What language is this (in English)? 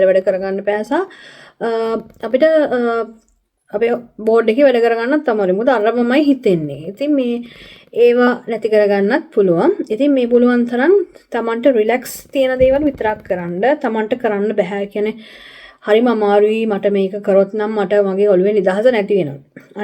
Sinhala